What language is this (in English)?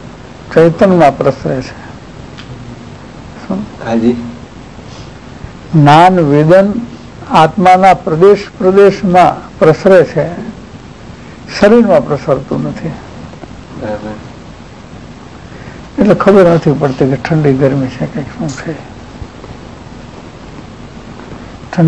Gujarati